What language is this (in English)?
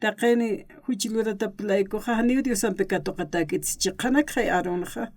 Aymara